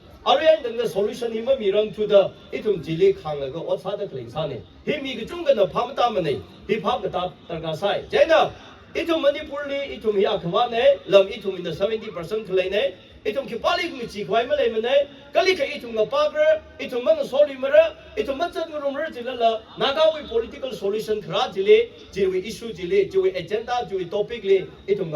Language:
Tangkhul Naga (India)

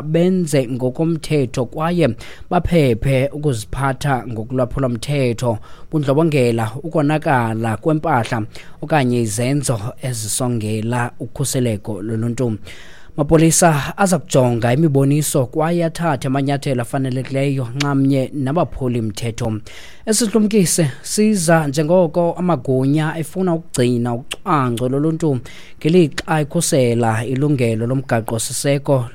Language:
Xhosa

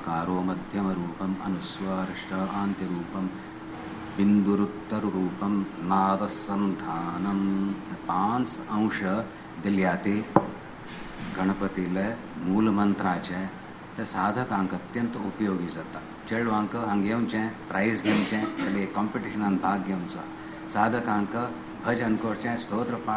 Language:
Konkani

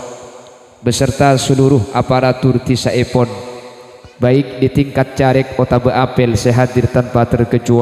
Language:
Madurese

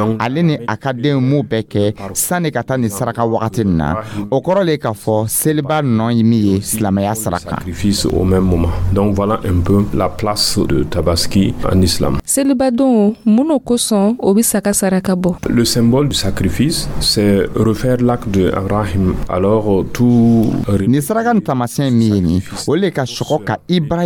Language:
Dyula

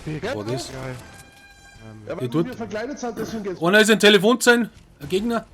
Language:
Bavarian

